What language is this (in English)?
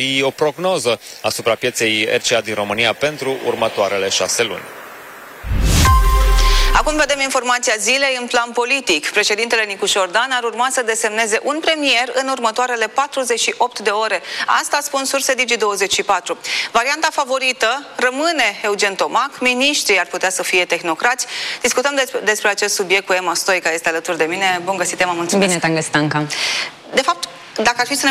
Romanian